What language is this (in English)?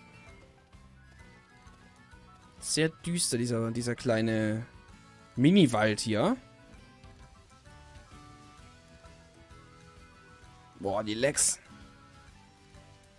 German